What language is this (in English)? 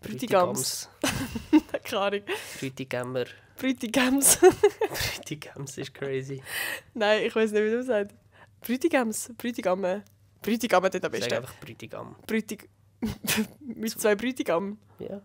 Swiss German